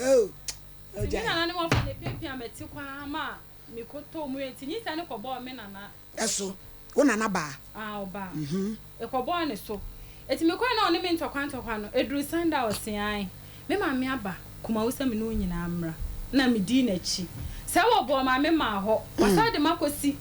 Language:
Akan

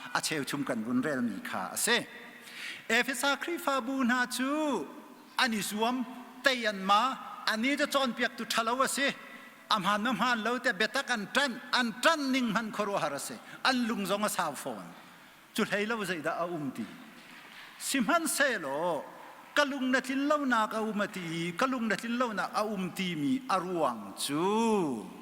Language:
Hakha Chin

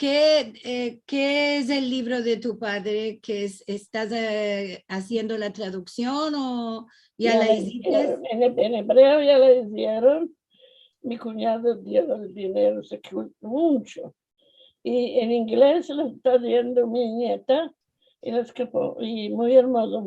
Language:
Ladino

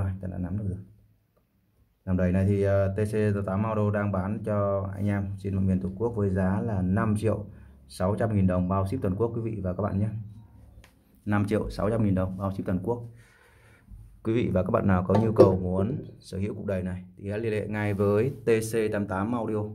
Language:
Vietnamese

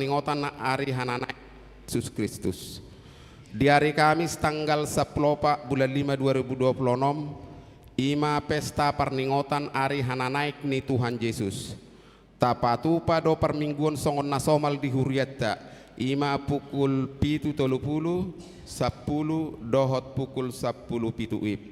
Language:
Batak Toba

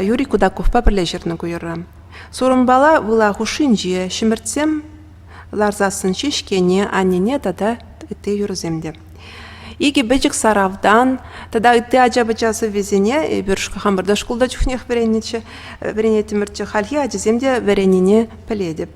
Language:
Chuvash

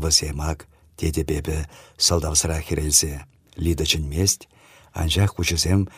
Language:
Chuvash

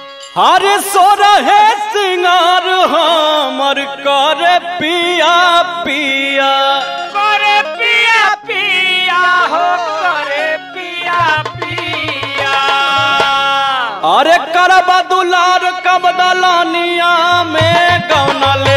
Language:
Bhojpuri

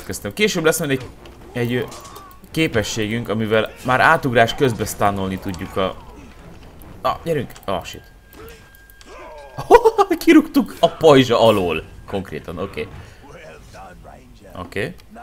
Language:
Hungarian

